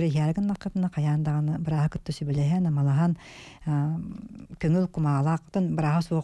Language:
Yakut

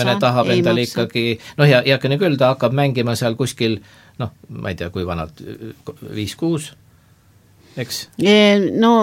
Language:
Estonian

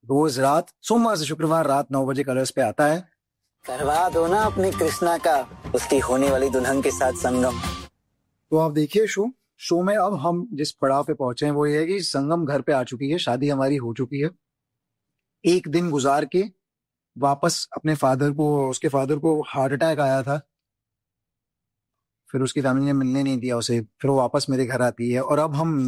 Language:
Hindi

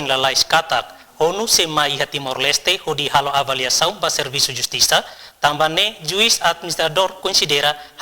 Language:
Tetum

